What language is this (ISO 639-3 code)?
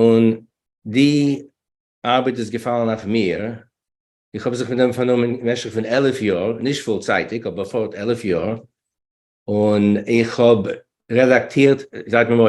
yid